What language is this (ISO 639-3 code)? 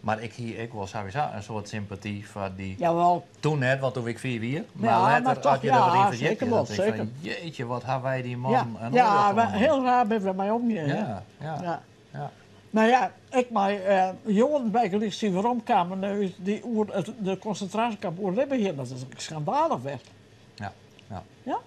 fry